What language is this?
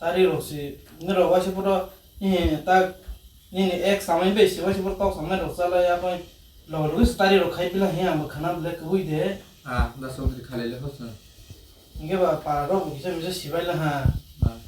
Kok Borok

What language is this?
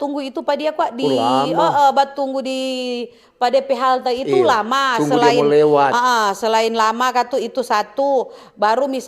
Manado Malay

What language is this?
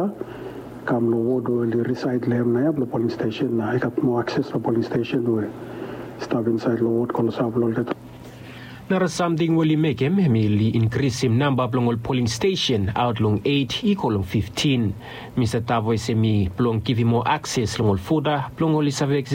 Bislama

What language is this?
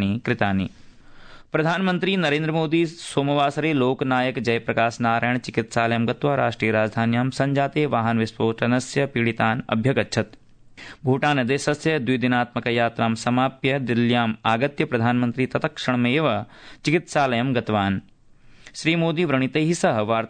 Sanskrit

